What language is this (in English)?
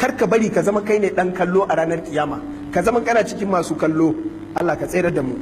Hausa